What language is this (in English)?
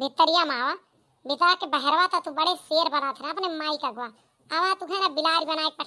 Awadhi